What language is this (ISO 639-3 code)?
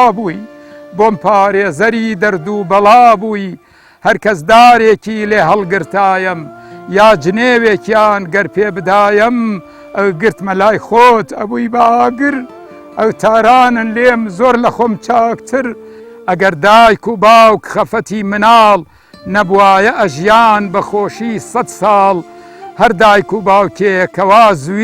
ckb